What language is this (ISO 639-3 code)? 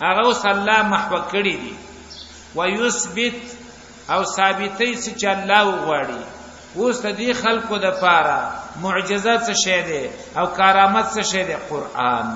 pus